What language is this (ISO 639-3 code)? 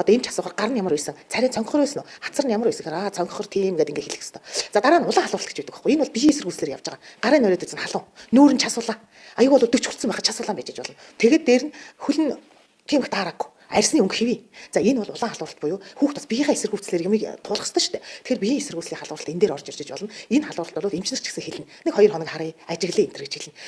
mon